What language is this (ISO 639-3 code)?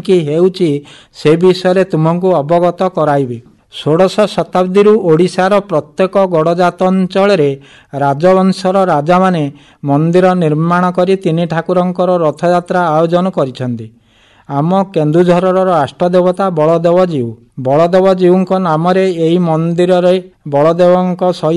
ori